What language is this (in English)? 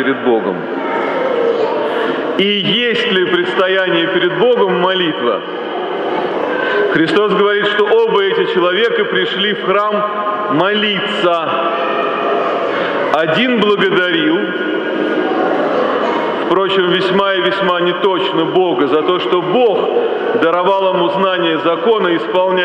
Russian